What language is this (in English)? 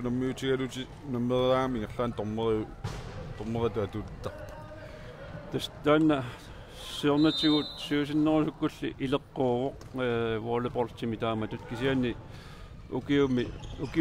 Kalaallisut